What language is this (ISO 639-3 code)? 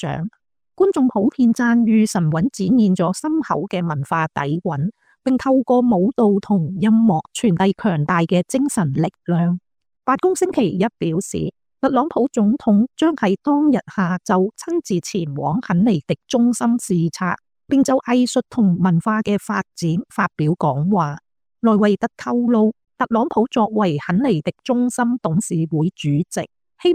yue